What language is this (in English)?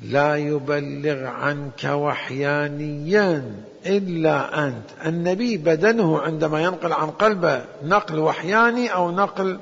Mesopotamian Arabic